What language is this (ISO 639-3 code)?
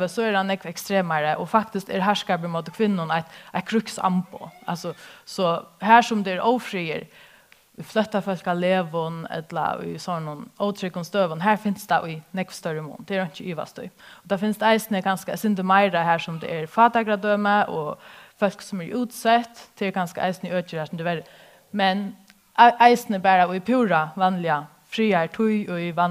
fao